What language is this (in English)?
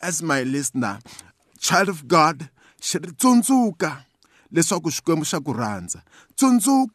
Tsonga